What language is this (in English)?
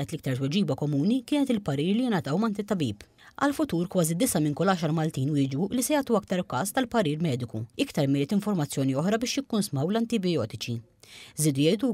Maltese